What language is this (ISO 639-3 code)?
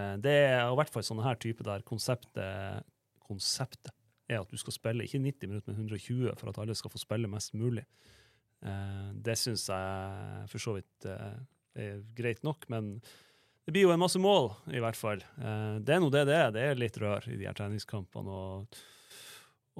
nor